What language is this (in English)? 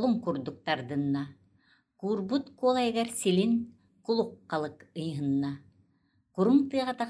Yakut